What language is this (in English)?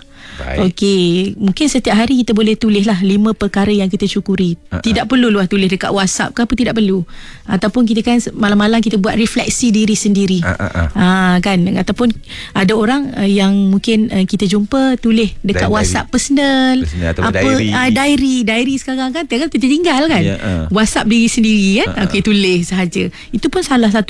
Malay